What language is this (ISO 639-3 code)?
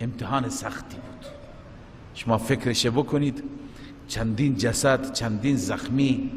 fas